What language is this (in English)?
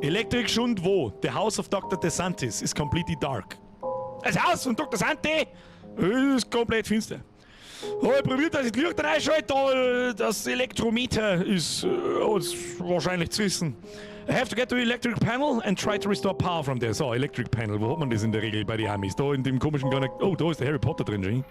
Bavarian